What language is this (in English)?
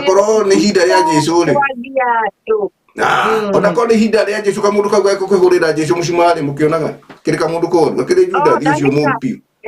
Kikuyu